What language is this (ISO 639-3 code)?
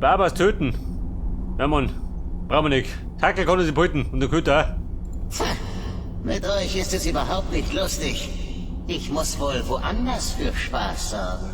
bar